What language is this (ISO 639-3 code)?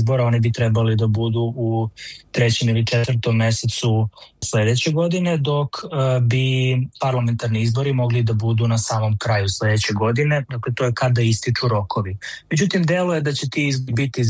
srp